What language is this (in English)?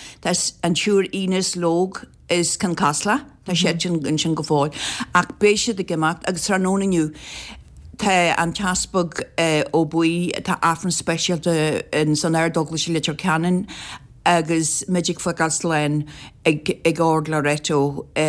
Irish